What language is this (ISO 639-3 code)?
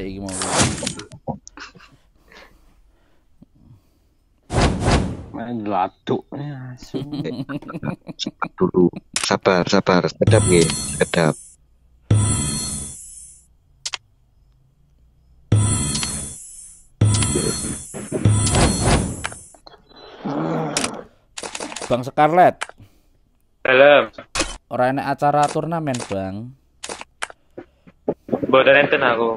jav